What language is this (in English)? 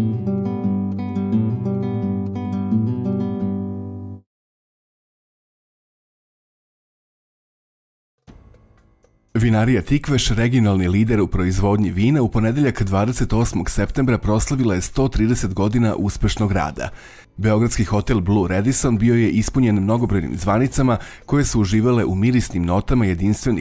Serbian